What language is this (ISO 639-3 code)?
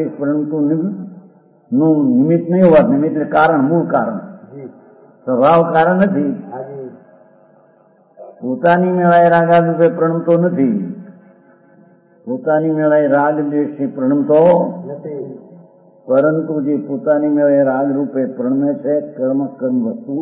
guj